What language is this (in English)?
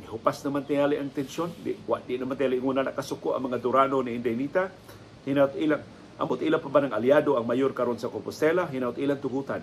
Cebuano